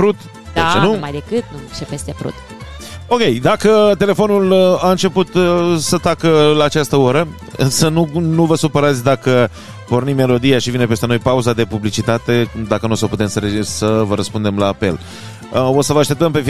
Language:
Romanian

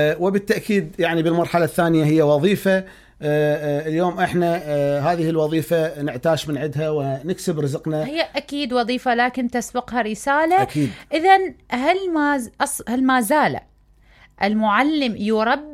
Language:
Mesopotamian Arabic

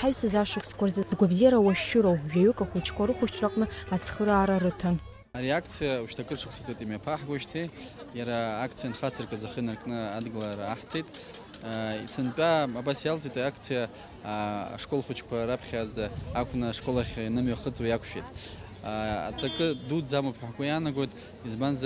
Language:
Abkhazian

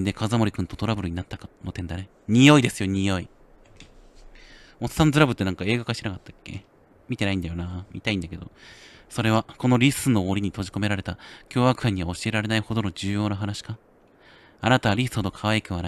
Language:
Japanese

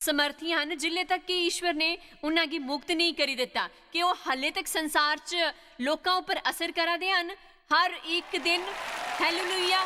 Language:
Dogri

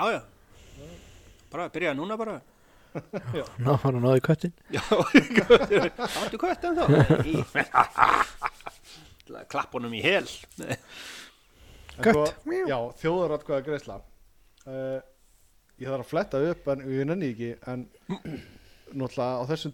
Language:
Icelandic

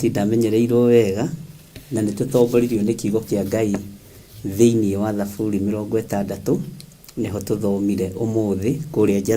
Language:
Kikuyu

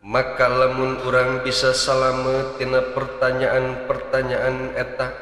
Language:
Sundanese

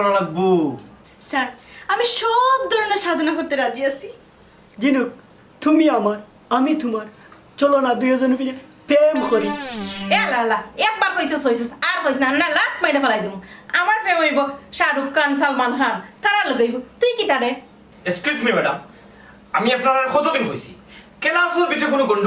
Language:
Sylheti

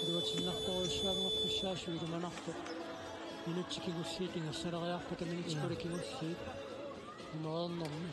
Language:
Kalaallisut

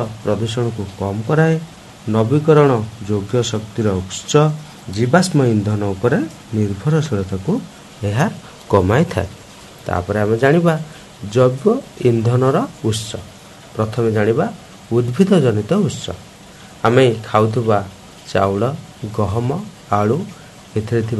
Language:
Odia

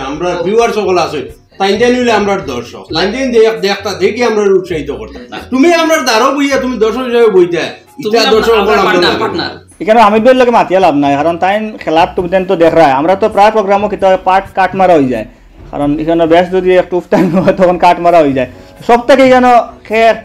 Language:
Sylheti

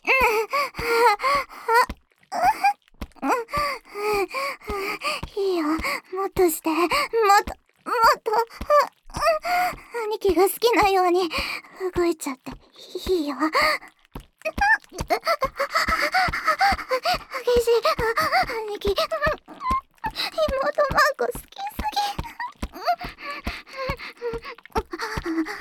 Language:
Japanese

